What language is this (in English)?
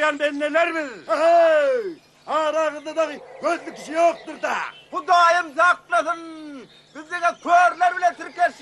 Turkmen